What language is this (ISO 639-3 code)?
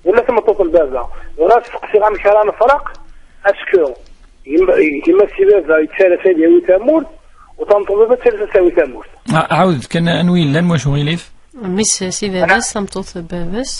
kab